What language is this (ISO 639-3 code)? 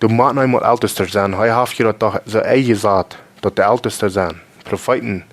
pdt